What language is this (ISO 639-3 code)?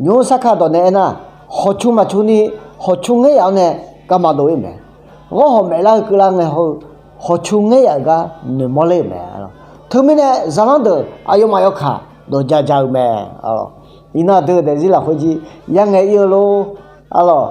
ahk